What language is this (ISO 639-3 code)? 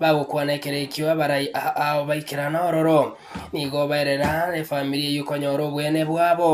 guz